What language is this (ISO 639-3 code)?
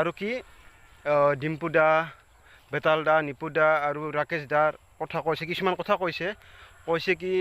asm